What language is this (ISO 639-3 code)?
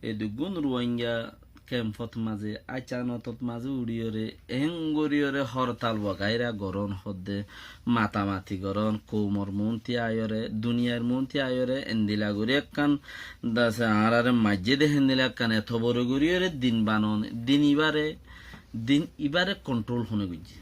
rhg